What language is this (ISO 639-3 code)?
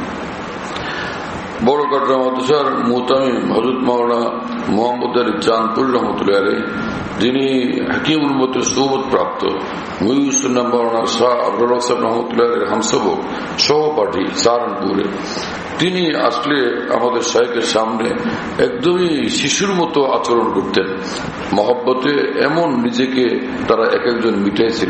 ben